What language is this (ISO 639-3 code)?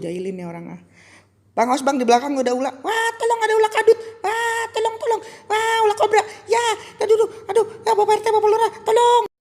bew